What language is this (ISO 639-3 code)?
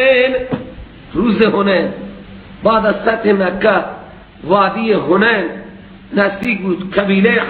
fas